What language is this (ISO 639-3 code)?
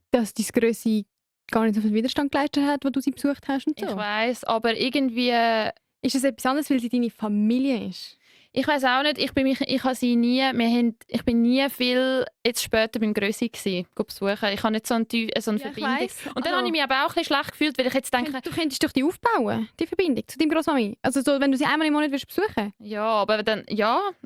gsw